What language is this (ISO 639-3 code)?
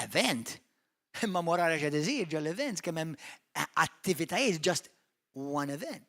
mlt